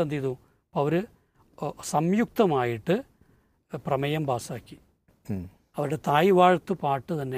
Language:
Malayalam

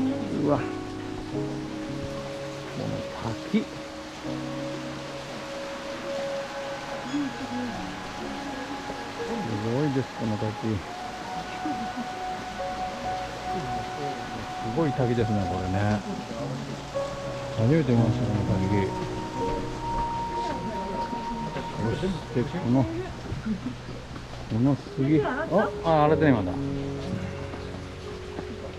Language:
Japanese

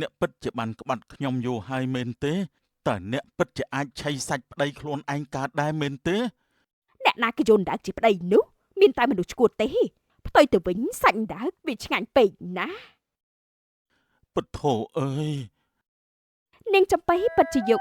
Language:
Khmer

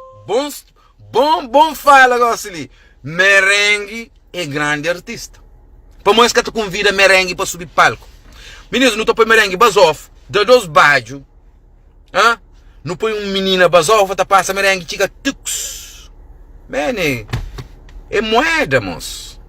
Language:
Kabuverdianu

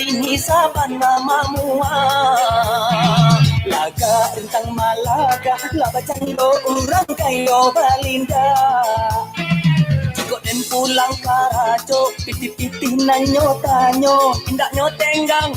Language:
Minangkabau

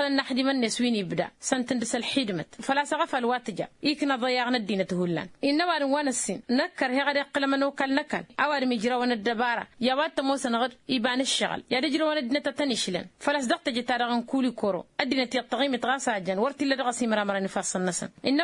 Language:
Tamasheq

